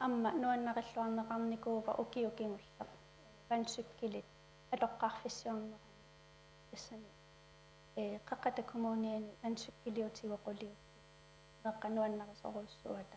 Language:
Kalaallisut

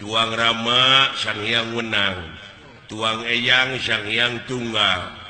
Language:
Sundanese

